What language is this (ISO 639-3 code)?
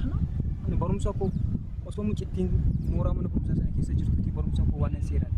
orm